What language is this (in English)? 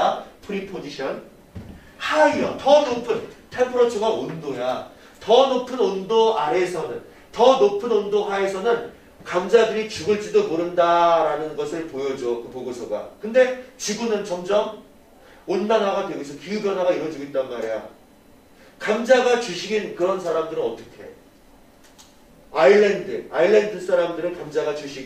Korean